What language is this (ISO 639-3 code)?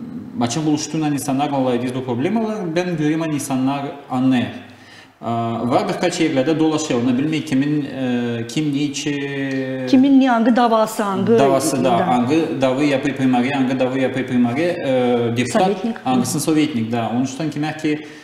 gag